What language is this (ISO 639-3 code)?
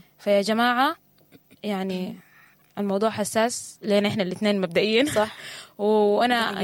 apd